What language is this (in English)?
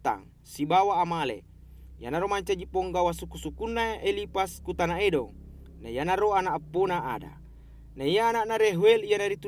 Buginese